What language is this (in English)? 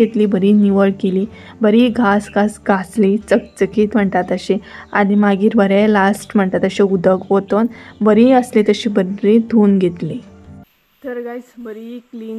Konkani